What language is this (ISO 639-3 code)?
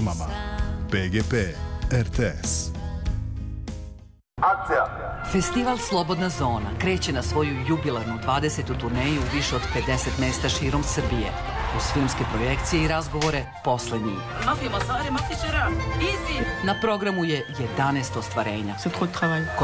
srp